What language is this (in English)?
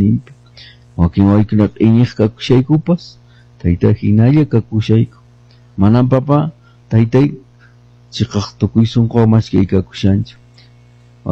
Quechua